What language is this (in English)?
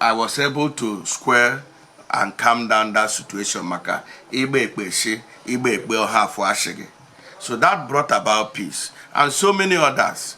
Igbo